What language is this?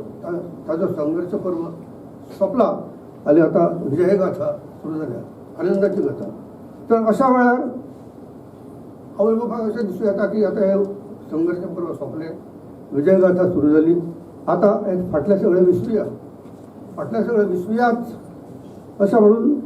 Konkani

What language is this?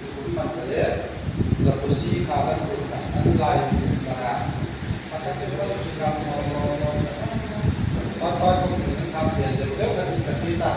Hmar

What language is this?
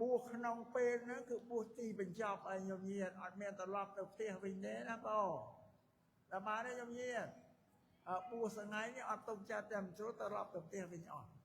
Khmer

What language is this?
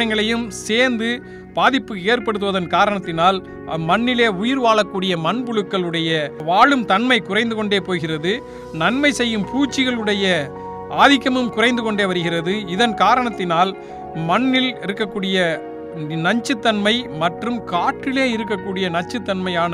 Tamil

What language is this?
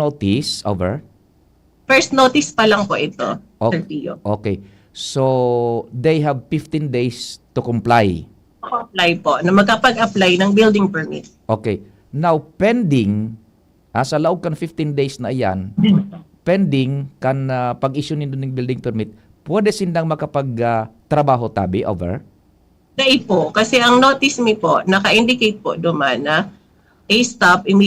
Bikol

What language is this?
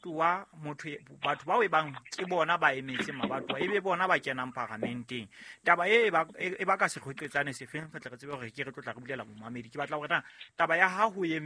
Southern Sotho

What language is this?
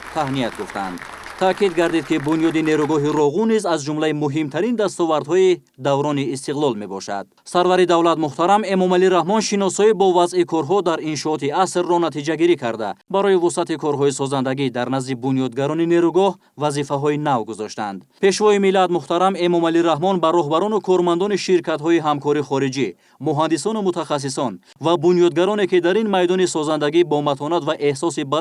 Tajik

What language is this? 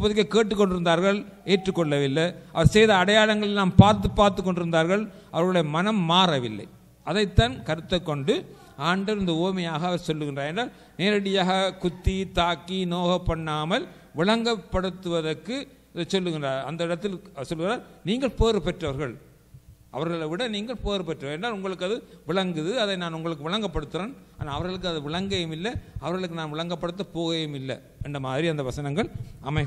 Tamil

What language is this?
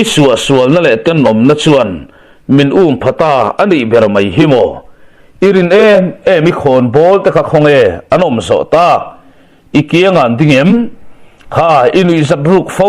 Mizo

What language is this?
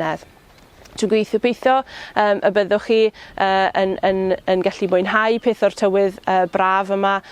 Welsh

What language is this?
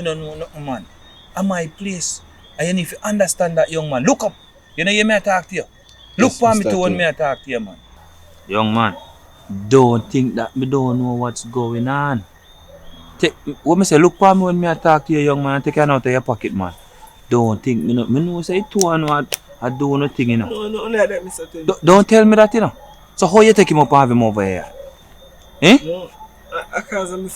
Jamaican Creole English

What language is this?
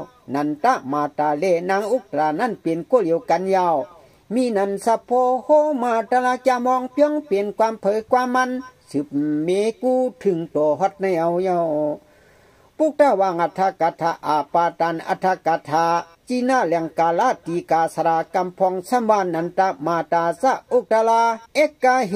Shan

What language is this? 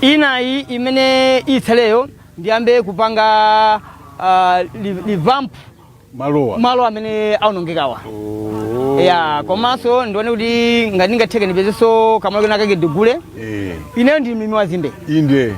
Nyanja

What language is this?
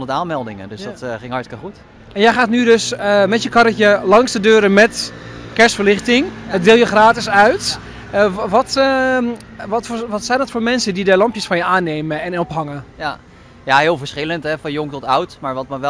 Dutch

